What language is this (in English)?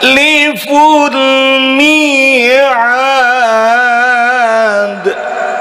Banjar